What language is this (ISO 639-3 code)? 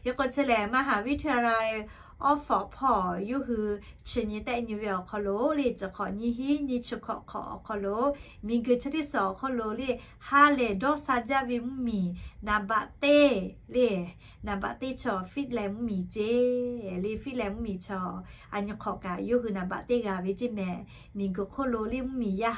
lhu